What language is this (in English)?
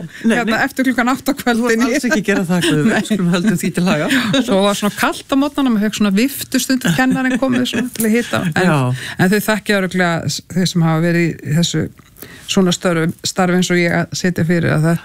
Icelandic